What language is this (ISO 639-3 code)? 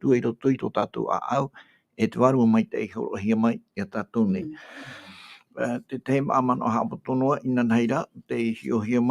tah